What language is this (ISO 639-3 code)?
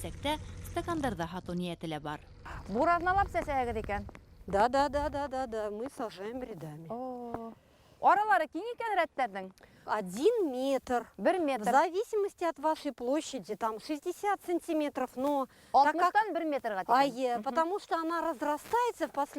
bak